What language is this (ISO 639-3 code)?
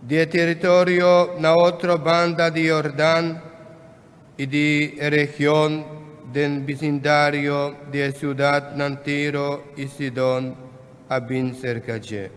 pap